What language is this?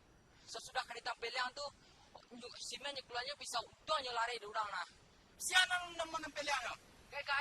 Minangkabau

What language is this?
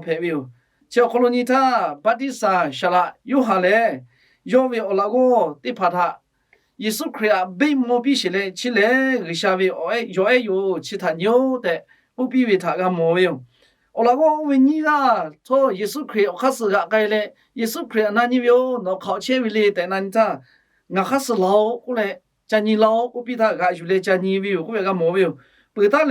Lahu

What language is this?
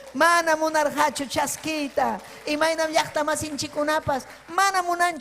Ayacucho Quechua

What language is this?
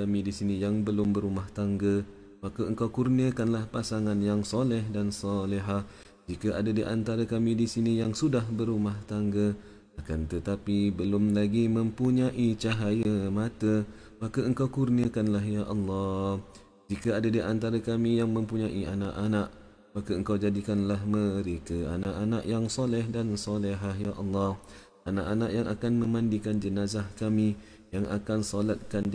Malay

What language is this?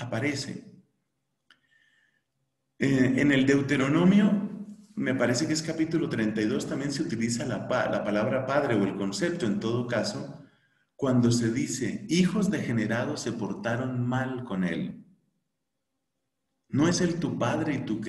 Spanish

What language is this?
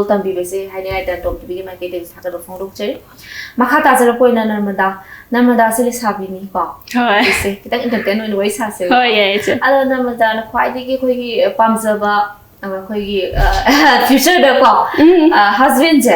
Manipuri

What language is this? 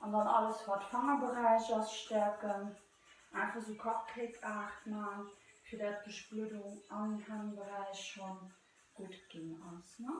Luxembourgish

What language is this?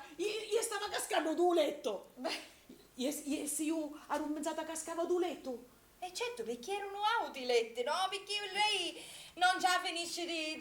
Sicilian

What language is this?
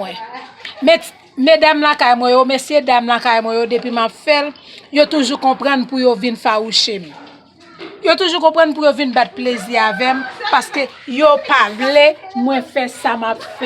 Haitian Creole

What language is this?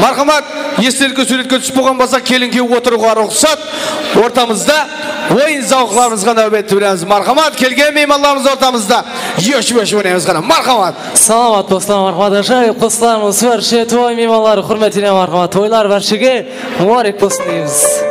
Kara-Kalpak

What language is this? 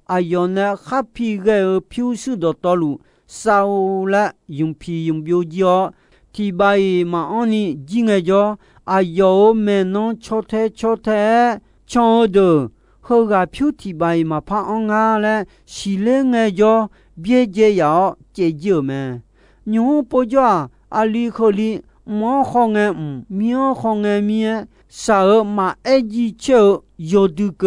Akha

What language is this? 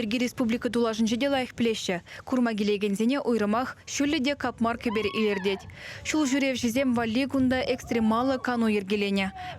Chuvash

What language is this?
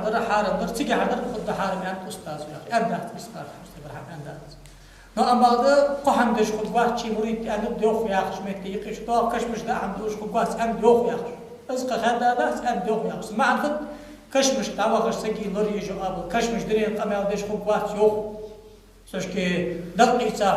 Ingush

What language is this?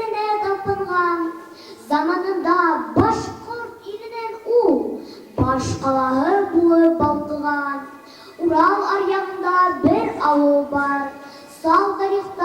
Bashkir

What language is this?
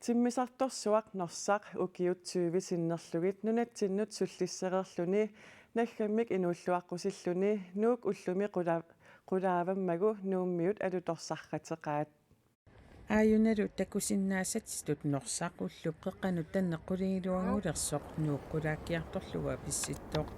Kalaallisut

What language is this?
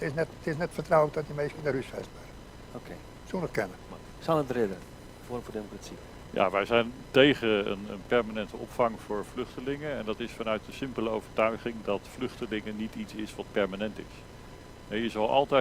Western Frisian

